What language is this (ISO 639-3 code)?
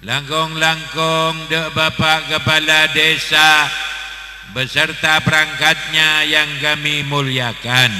mad